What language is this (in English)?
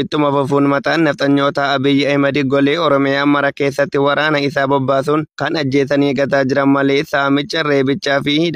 Oromo